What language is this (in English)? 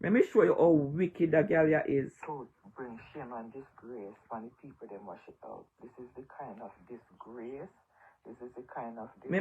Jamaican Creole English